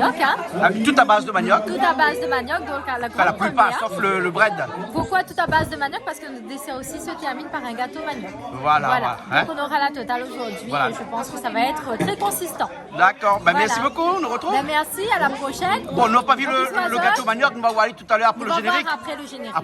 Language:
Réunion Creole French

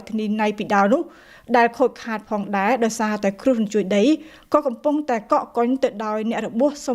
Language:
Khmer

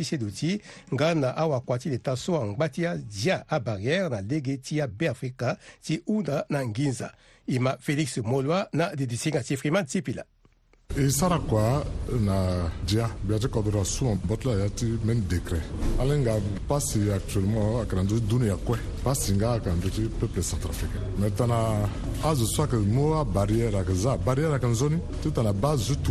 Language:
Sango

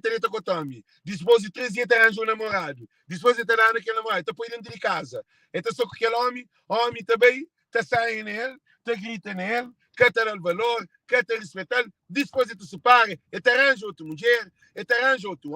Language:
Kabuverdianu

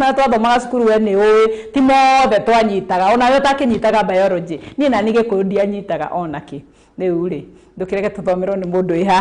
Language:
Kikuyu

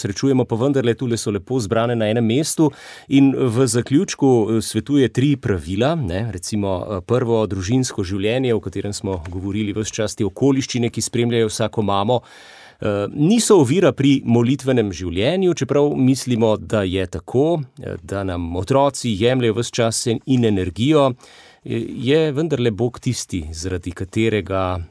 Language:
Slovenian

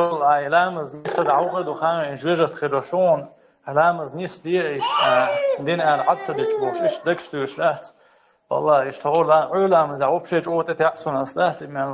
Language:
Chechen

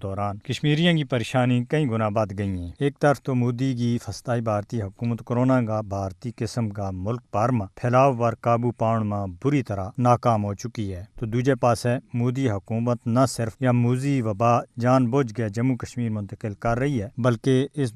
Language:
Gujari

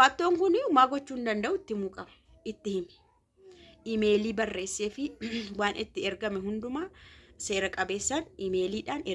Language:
Oromo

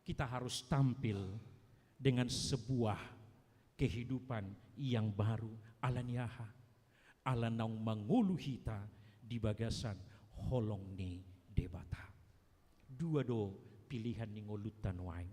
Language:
Batak Toba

